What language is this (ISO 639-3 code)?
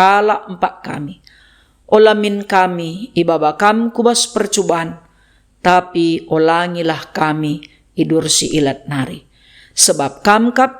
btx